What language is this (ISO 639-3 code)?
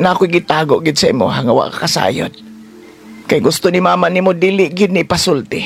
ceb